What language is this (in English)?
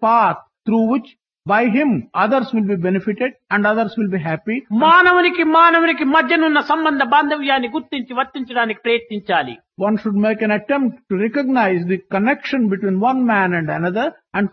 Telugu